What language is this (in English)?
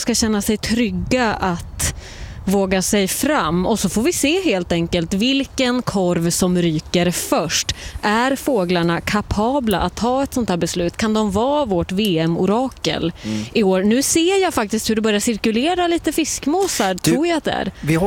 Swedish